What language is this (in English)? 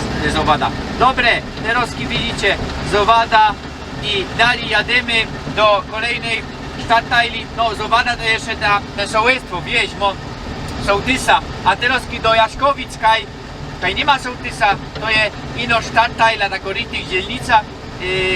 Silesian